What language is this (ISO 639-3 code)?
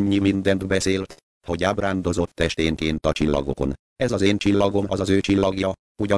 hun